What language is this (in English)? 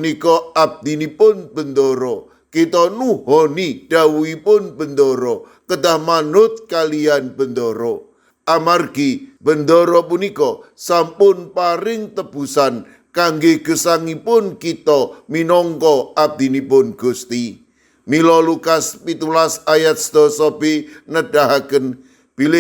Javanese